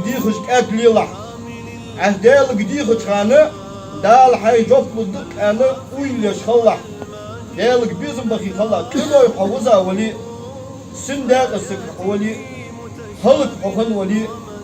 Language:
Ingush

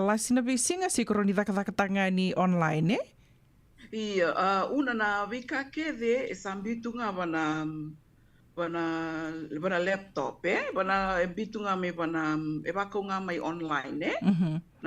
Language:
Fijian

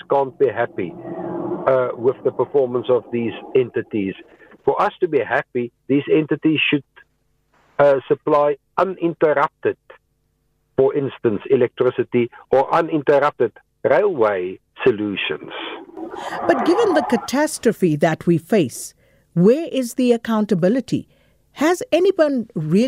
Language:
English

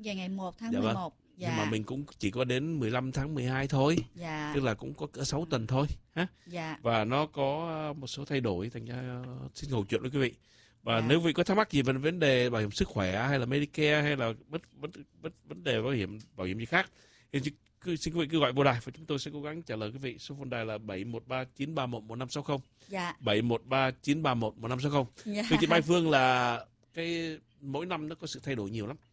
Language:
Vietnamese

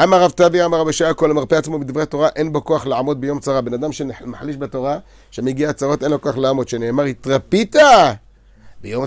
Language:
Hebrew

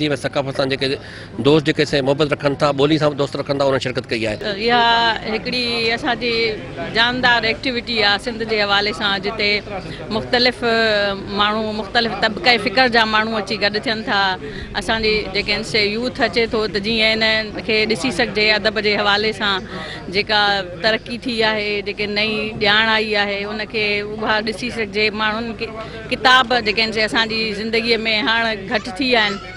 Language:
Sindhi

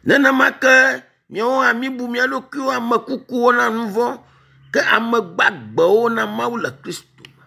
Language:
Ewe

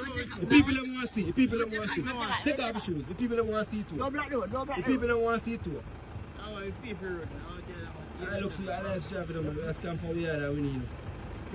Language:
Jamaican Creole English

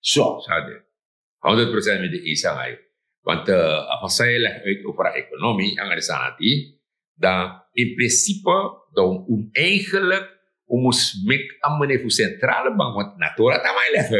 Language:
Sranan Tongo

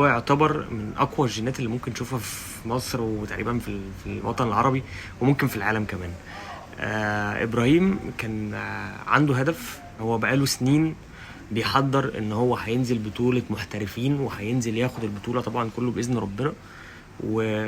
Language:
Egyptian Arabic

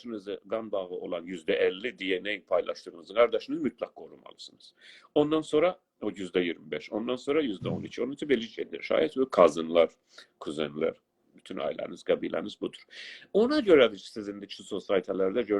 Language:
South Azerbaijani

